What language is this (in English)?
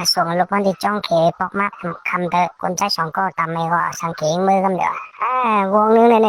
Shan